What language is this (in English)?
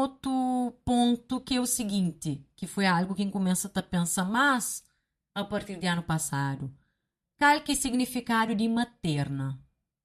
Kabuverdianu